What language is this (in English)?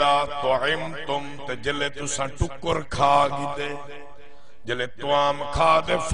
Saraiki